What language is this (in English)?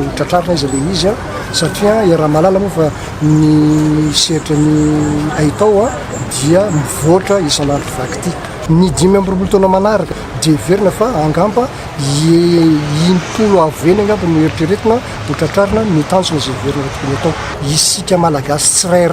Malagasy